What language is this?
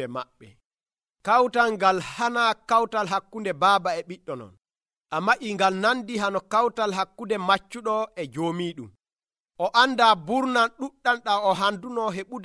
Nigerian Fulfulde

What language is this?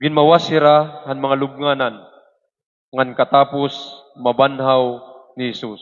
Waray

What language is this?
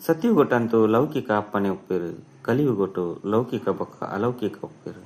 Tulu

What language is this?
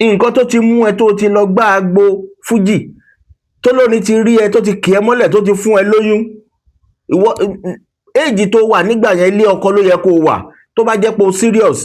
Yoruba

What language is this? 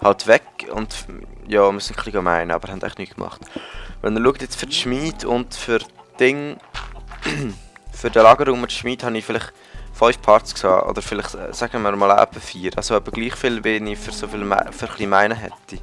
Swiss German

